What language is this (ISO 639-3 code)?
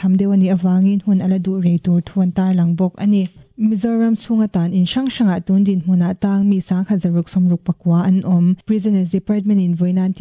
lus